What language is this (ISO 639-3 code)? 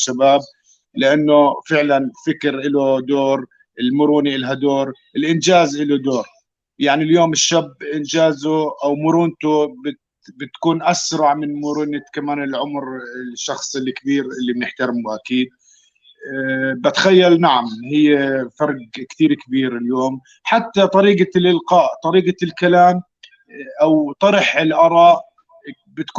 apc